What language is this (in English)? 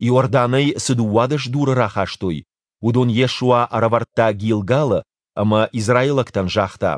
Ossetic